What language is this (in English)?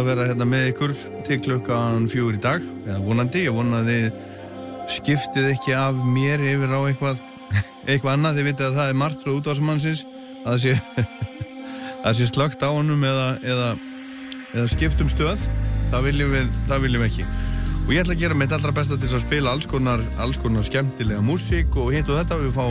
Icelandic